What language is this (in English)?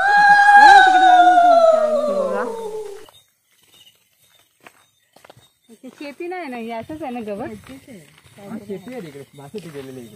Marathi